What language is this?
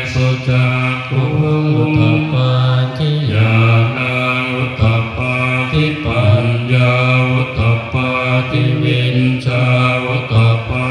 Pali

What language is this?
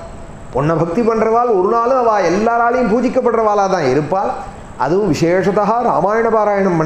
Tamil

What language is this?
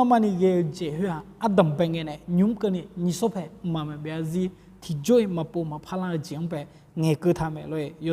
Akha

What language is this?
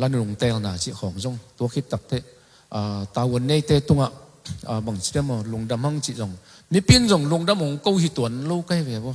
Tedim Chin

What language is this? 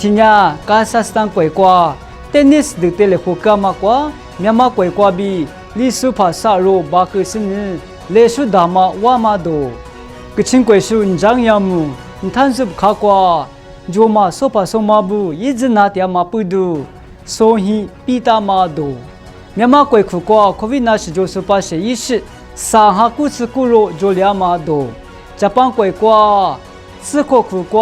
Lisu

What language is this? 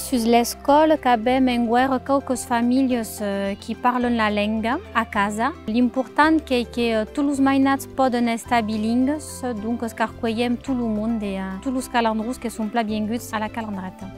Occitan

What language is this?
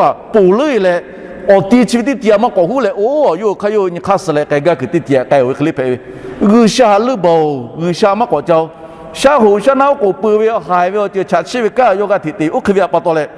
Lahu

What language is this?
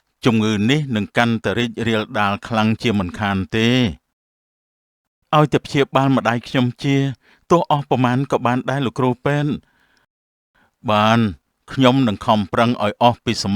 Khmer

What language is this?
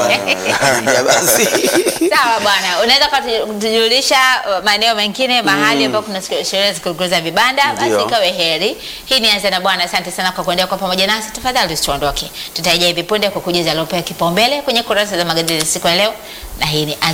Swahili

